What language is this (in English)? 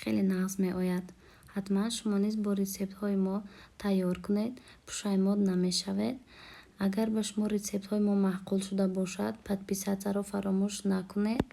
Tajik